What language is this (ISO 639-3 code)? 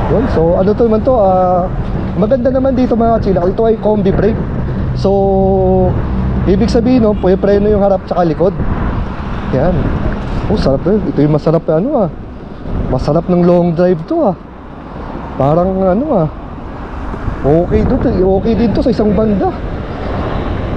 fil